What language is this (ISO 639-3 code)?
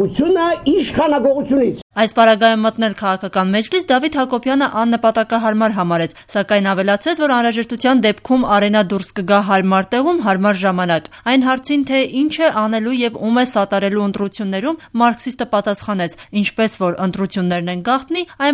hye